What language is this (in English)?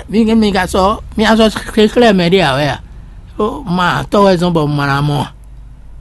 Fon